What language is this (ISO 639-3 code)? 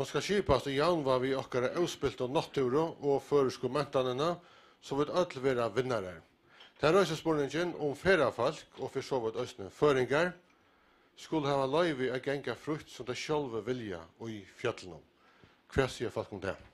fao